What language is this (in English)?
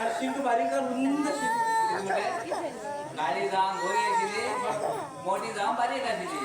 Konkani